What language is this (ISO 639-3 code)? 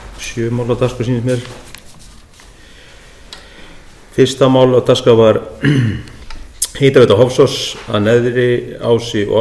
isl